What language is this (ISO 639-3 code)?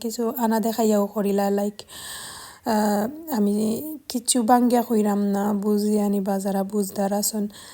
syl